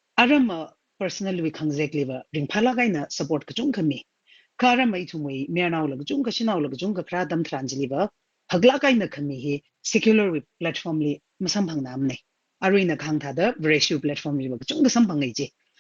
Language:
Tangkhul Naga (India)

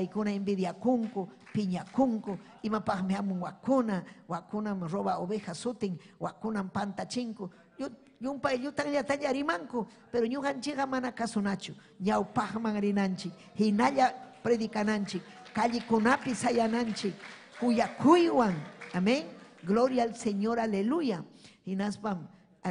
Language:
Ayacucho Quechua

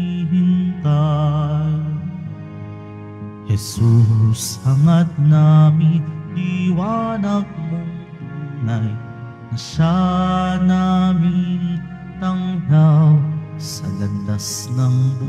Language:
Filipino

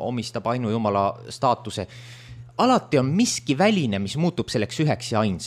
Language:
Estonian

